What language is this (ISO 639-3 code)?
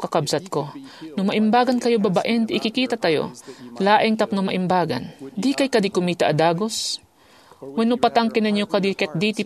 ilo